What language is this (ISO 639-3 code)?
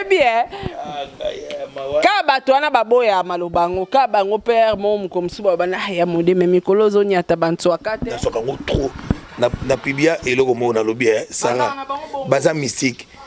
lin